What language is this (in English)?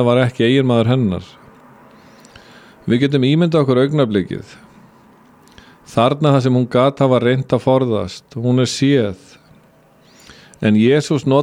Icelandic